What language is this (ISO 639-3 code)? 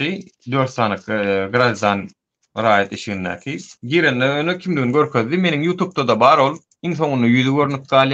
tuk